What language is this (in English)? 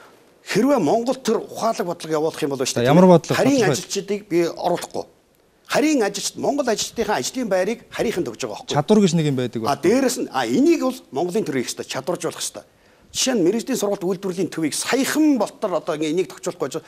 Mongolian